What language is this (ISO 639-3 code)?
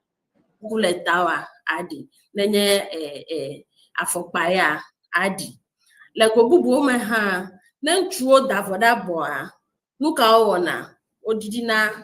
ewe